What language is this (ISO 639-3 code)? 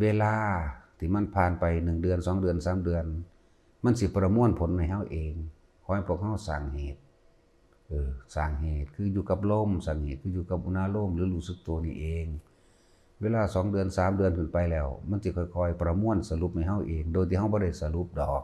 lao